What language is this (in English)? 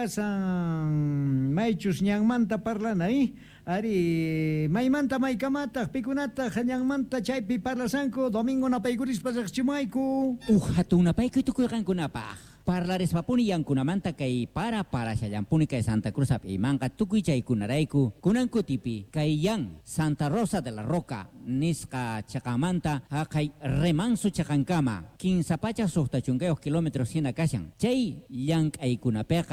South Bolivian Quechua